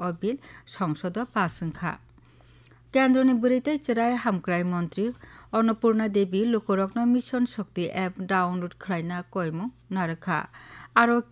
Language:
Kok Borok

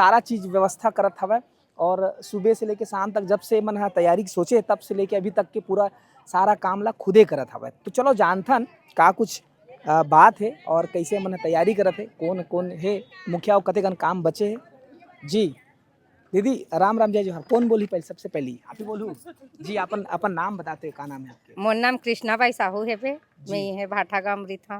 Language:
Chhattisgarhi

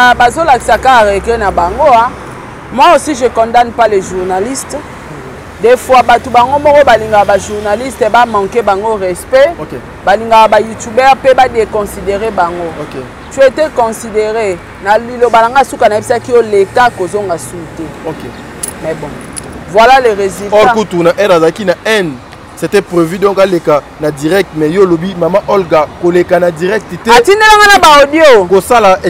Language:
Lingala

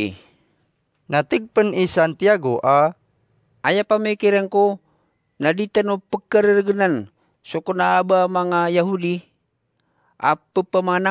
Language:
Maranao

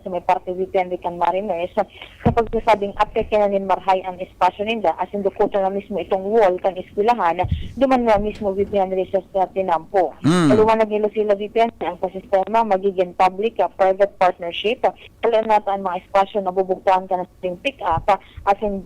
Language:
Bikol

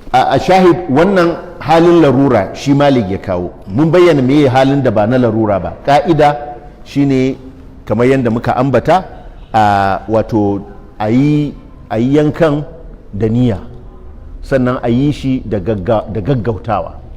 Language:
Hausa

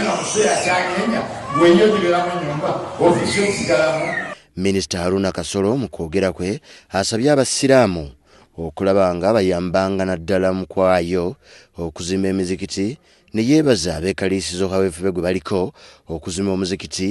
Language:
Ganda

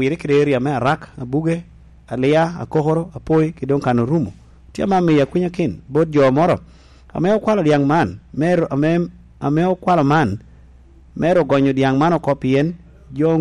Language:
Lango (Uganda)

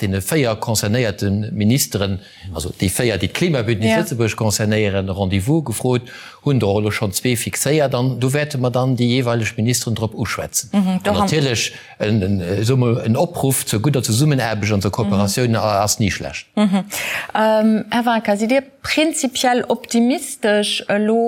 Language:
Luxembourgish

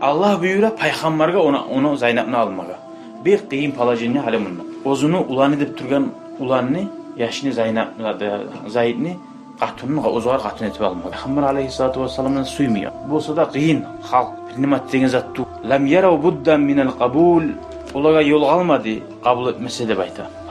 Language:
Kumyk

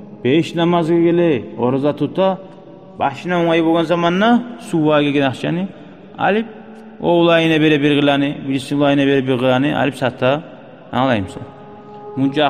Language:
Kumyk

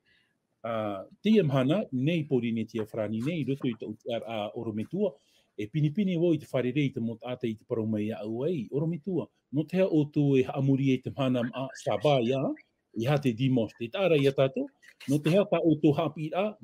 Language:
Tahitian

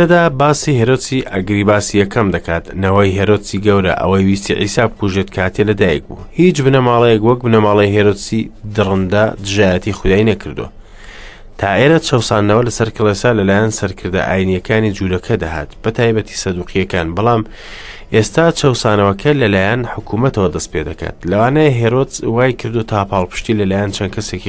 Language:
Central Kurdish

